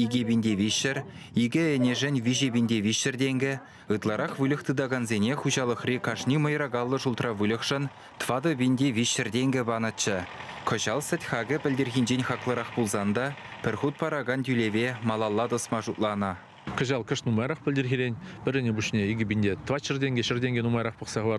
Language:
Chuvash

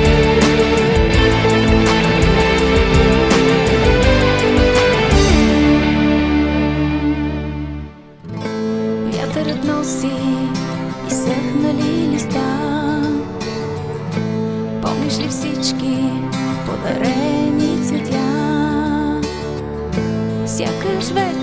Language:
Bulgarian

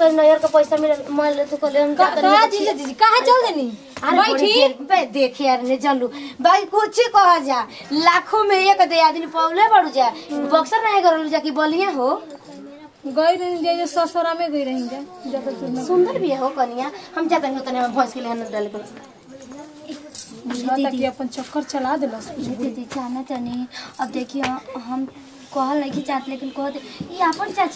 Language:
Bhojpuri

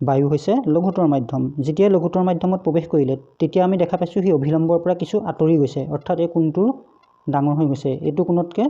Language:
Assamese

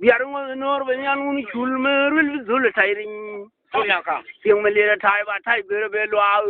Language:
Nuer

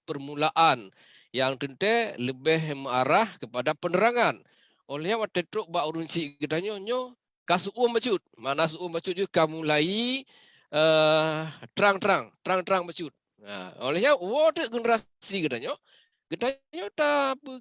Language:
Achinese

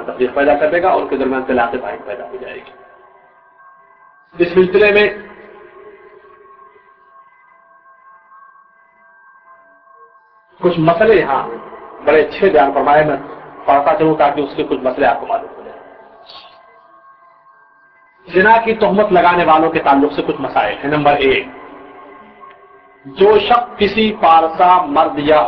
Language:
Urdu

